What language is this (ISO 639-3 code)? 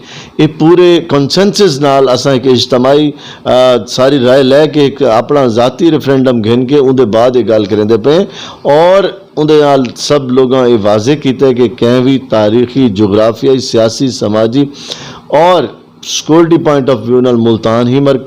skr